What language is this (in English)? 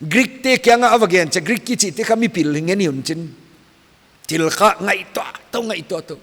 Paite Chin